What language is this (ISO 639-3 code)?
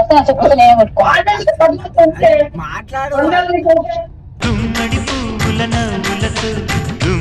tel